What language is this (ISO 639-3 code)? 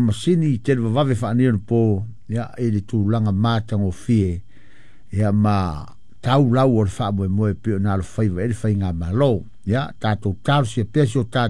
smo